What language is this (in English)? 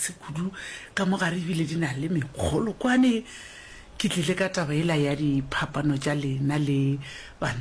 Northern Sotho